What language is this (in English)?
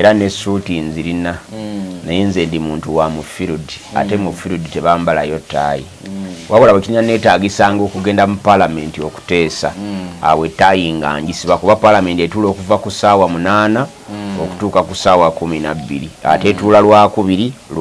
Ganda